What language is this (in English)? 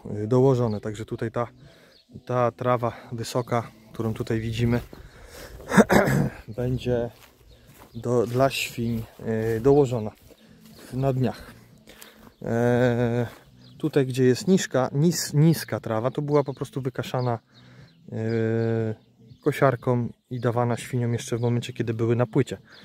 Polish